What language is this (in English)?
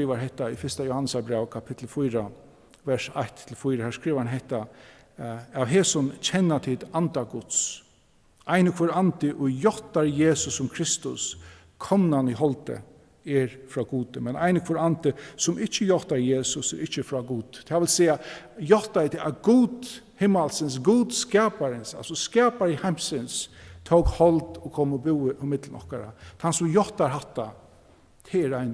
Faroese